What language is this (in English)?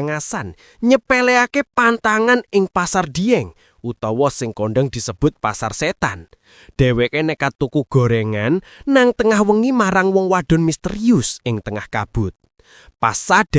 Javanese